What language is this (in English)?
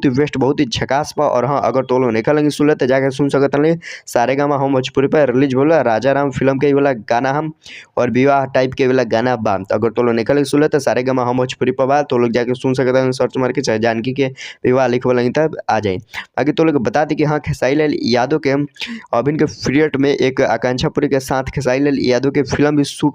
Bhojpuri